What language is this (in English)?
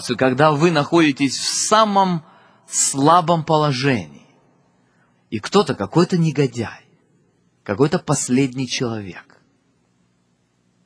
Russian